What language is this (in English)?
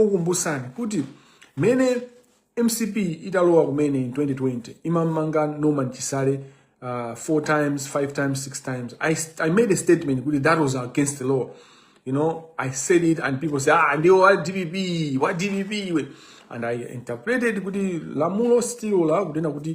Nyanja